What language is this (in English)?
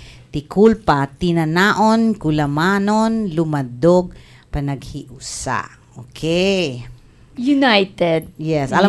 Filipino